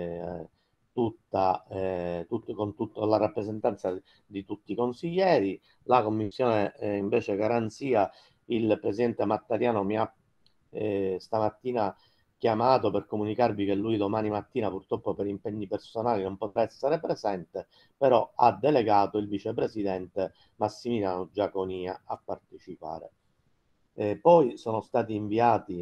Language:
Italian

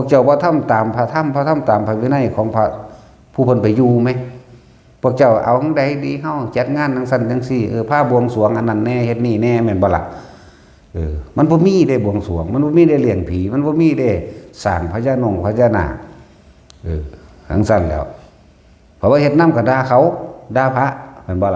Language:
Northeastern Thai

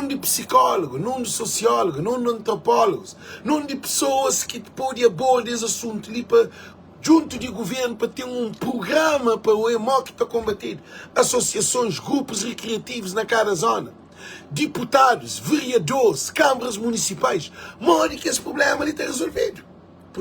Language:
Kabuverdianu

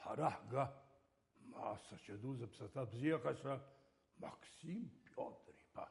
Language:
Abkhazian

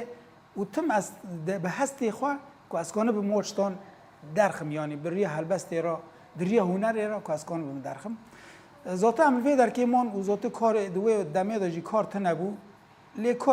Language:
Kurdish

